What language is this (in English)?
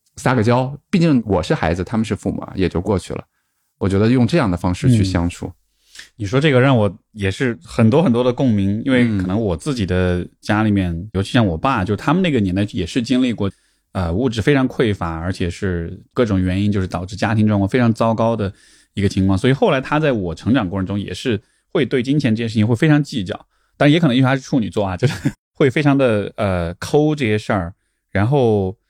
Chinese